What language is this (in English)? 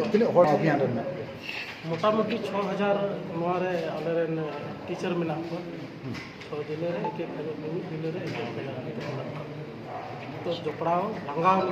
Santali